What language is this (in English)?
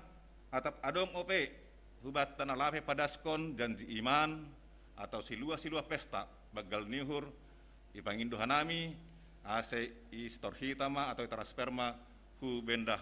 Batak Simalungun